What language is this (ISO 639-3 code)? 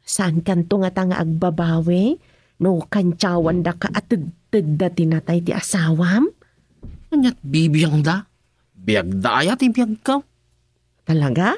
ilo